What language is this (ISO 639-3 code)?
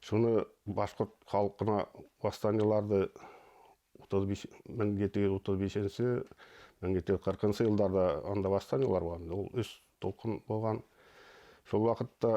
bak